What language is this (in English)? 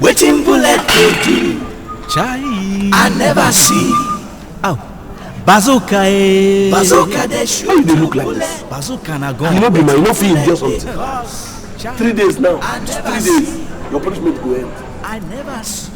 Nigerian Pidgin